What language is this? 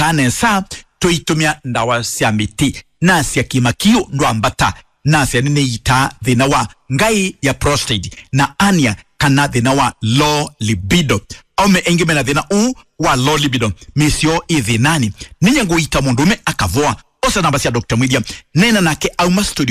Kamba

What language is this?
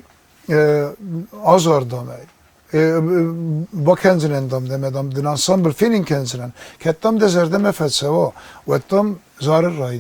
Ossetic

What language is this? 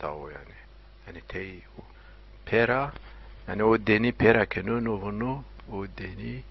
Zaza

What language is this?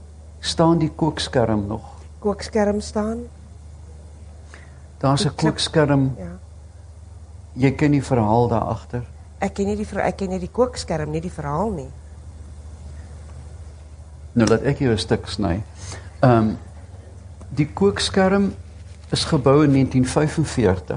Afrikaans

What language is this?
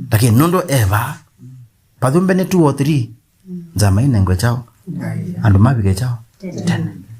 Kamba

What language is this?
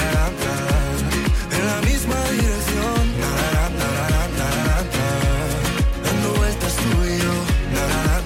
Spanish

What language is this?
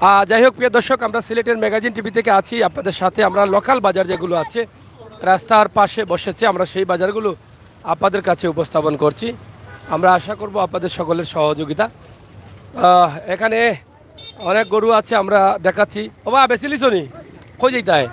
Sylheti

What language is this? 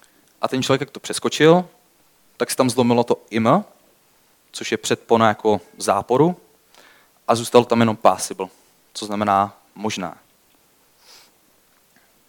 Czech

